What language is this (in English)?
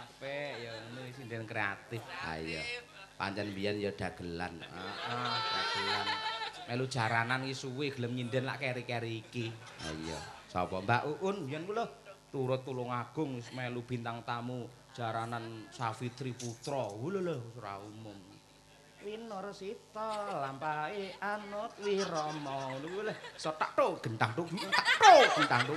Javanese